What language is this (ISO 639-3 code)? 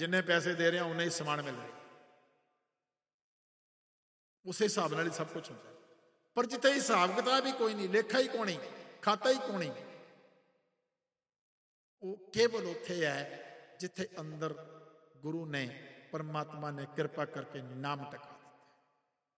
pan